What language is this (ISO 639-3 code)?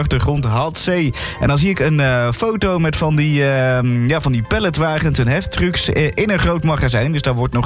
nld